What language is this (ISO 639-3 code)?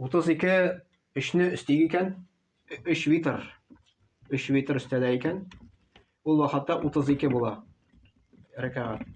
tat